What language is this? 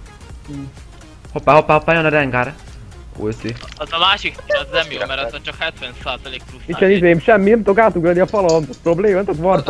Hungarian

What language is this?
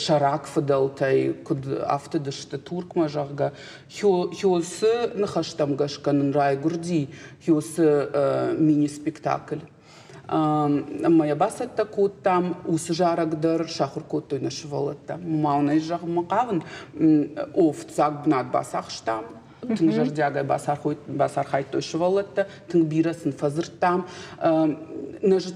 Ossetic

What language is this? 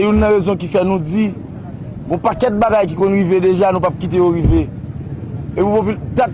Haitian Creole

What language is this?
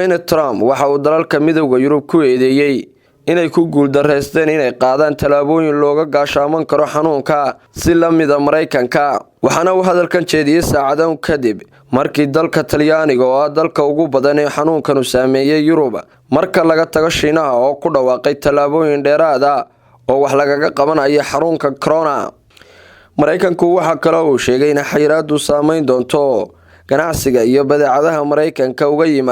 Somali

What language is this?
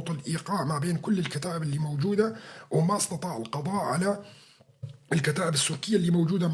North Levantine Arabic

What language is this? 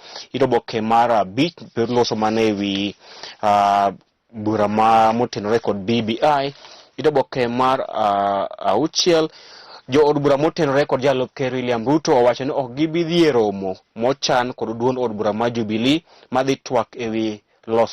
Luo (Kenya and Tanzania)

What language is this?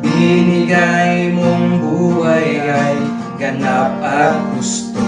Iloko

